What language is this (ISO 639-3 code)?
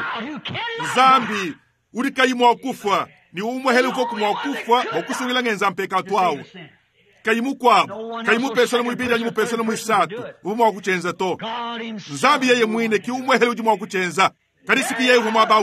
lua